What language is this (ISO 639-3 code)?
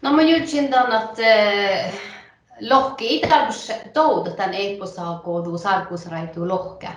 sme